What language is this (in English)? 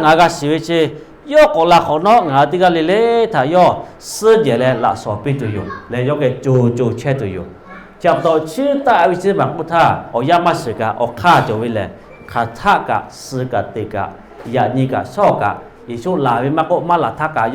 Lahu